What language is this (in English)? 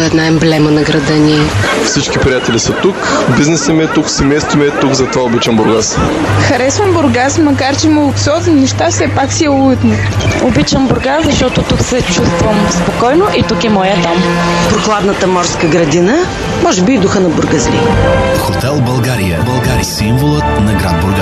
Bulgarian